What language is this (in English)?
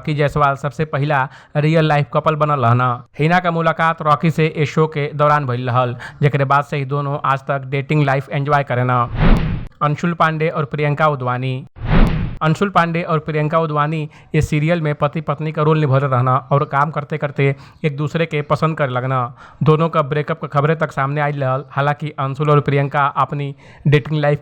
Bhojpuri